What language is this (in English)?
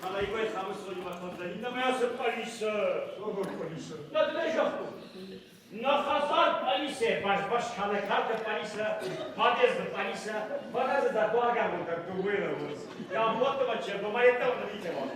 Ossetic